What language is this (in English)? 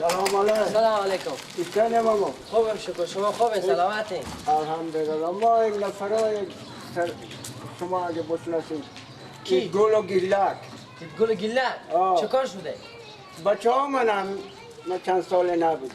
Persian